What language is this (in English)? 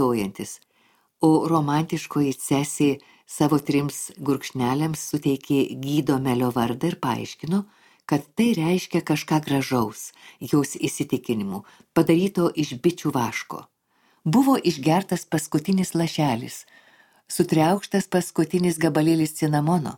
Lithuanian